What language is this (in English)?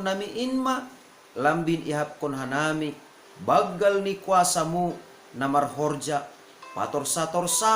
Batak Simalungun